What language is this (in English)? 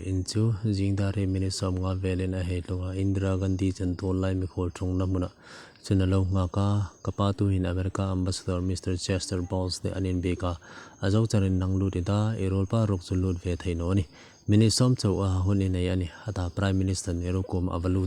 Hmar